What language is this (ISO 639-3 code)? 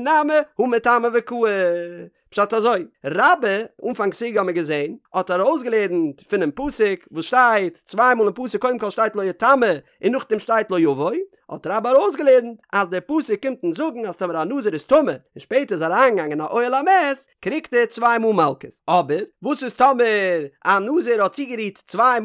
yid